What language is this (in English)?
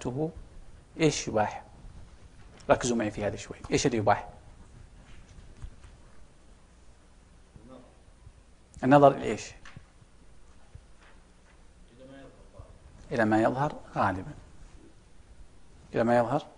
Arabic